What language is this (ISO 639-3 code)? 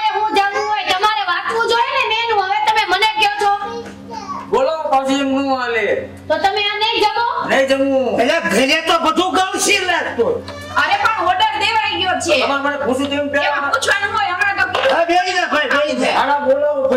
guj